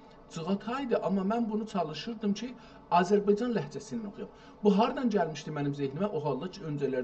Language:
South Azerbaijani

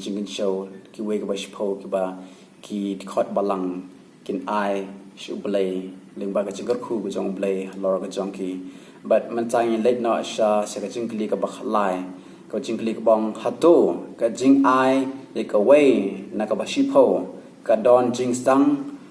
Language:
Khasi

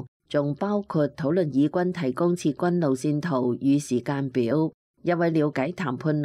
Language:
Cantonese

